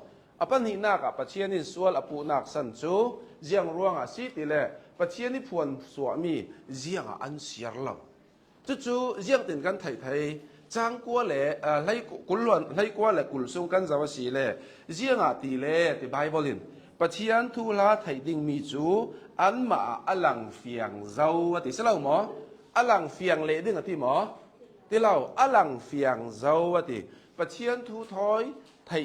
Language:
Hakha Chin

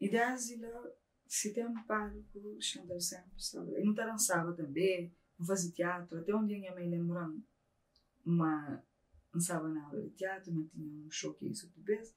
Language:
Kabuverdianu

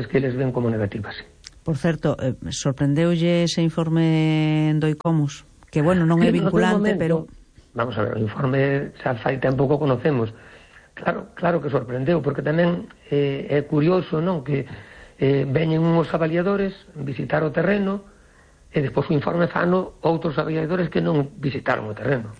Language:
Galician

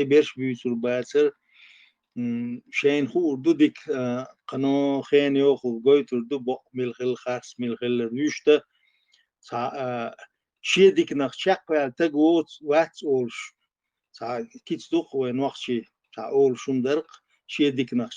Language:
Chechen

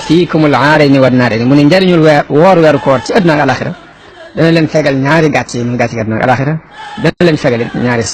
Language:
Wolof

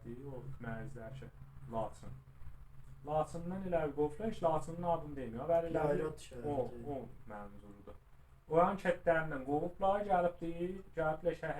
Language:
South Azerbaijani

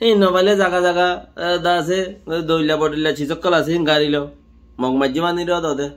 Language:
Rohingya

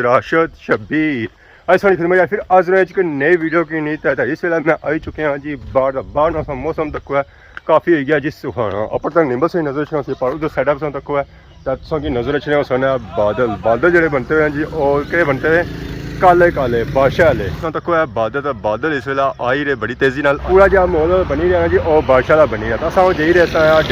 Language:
Pahari-Potwari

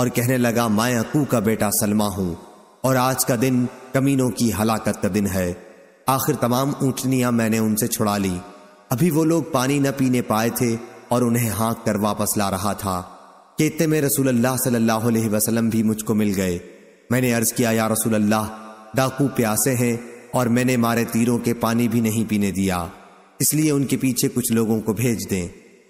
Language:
Urdu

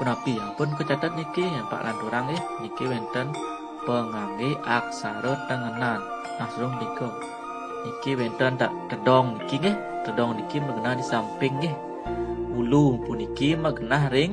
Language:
Balinese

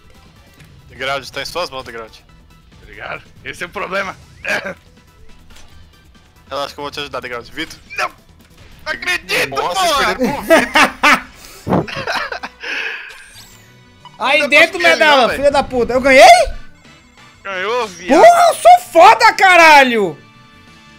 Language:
Portuguese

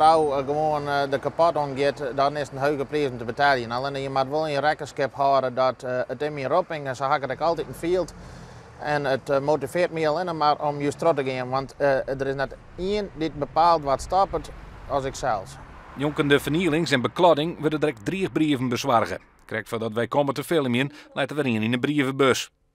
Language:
Western Frisian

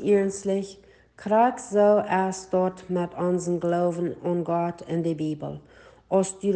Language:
Plautdietsch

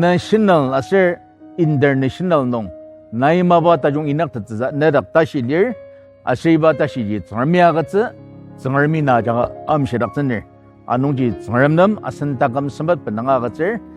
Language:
Ao Naga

